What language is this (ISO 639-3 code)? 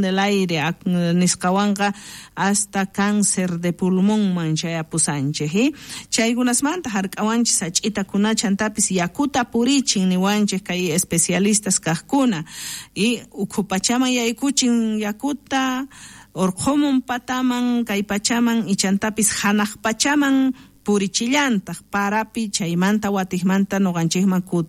quh